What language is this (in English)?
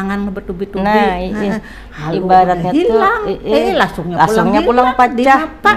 Banjar